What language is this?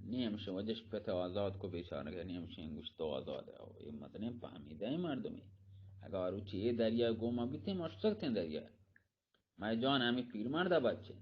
Eastern Balochi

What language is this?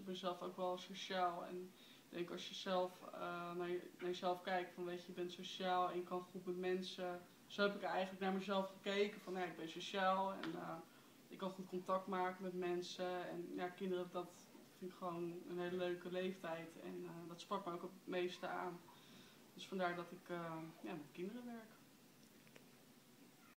Dutch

